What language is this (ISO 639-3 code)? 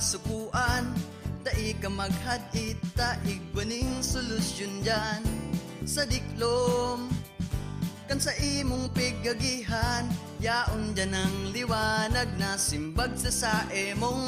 bik